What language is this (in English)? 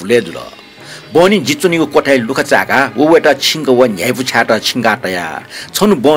Newari